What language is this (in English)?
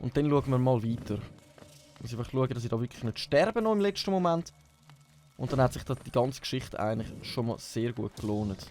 Swiss German